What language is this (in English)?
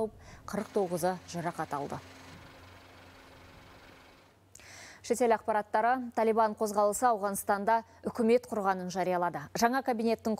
Kazakh